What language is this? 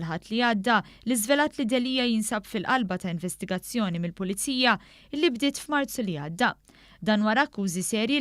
Maltese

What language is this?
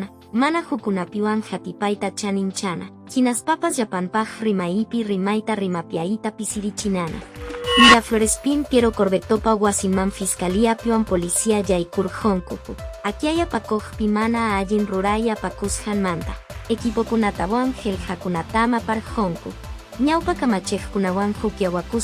Quechua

